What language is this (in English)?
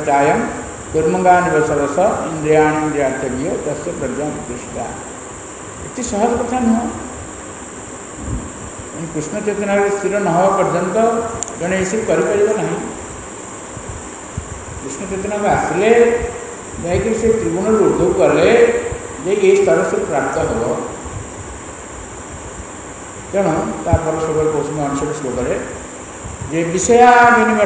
Odia